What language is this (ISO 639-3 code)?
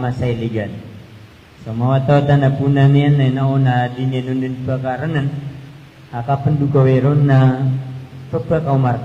mrw